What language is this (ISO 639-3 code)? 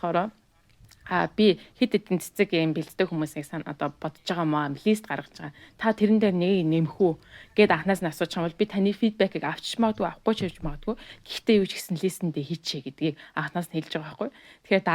mon